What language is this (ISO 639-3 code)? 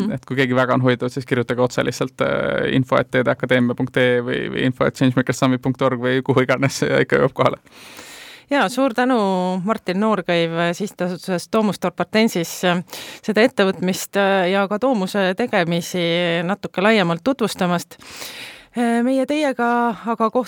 est